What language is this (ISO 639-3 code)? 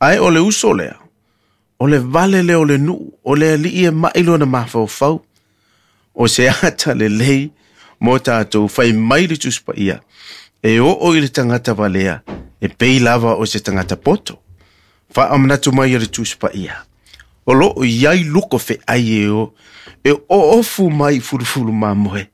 smo